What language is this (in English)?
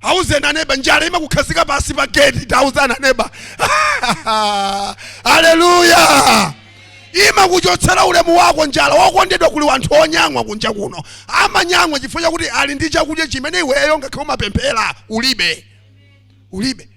Nyanja